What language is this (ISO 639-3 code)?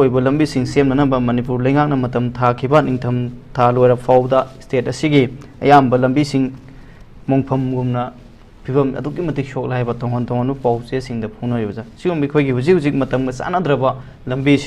mni